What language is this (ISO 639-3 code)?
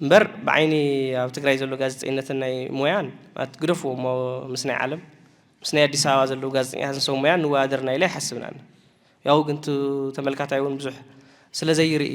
tir